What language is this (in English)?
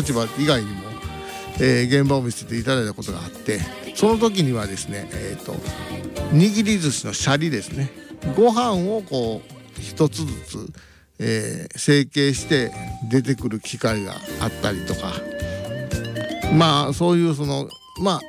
Japanese